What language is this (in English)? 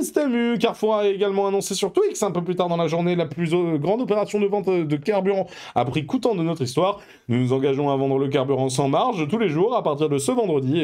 French